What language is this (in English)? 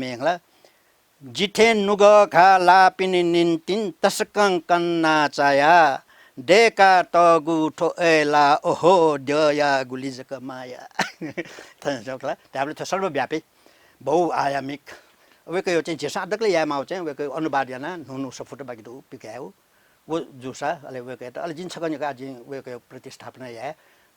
Newari